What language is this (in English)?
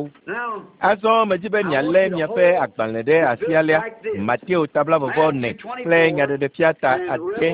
Ewe